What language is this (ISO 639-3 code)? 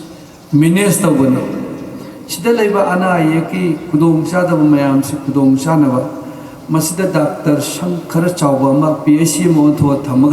mni